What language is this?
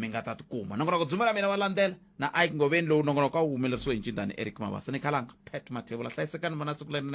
Tsonga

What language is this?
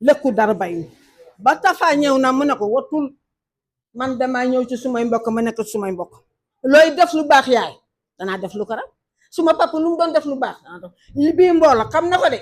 Wolof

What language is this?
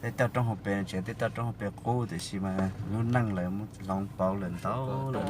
Hmong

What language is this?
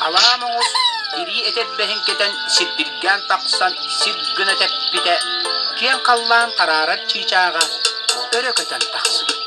Yakut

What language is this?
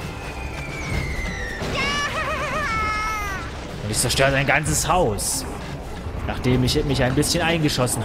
German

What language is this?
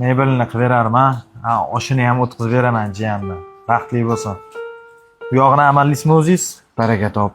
Uzbek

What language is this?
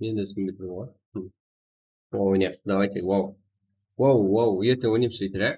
Kara-Kalpak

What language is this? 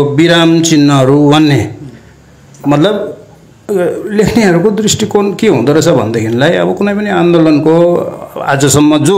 Nepali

